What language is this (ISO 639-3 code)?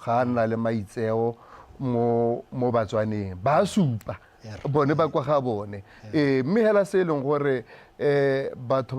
tsn